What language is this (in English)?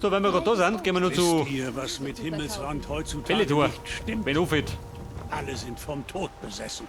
Bavarian